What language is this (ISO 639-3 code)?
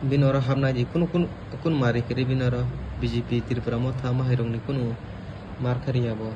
trp